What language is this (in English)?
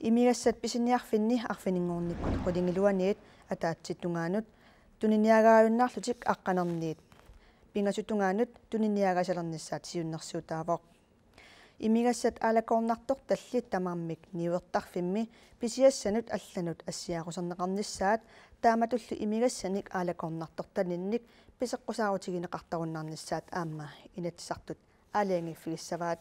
Kalaallisut